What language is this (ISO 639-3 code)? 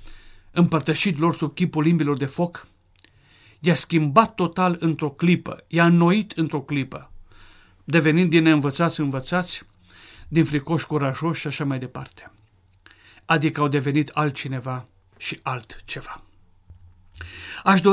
ron